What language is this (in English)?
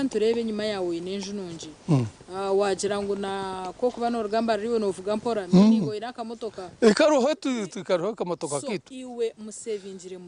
Nyankole